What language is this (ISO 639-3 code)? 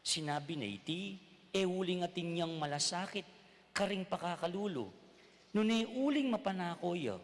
pam